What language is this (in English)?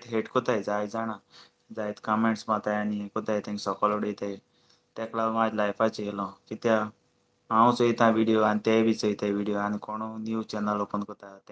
Konkani